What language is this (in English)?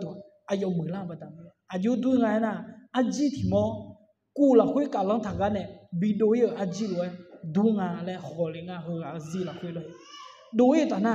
Akha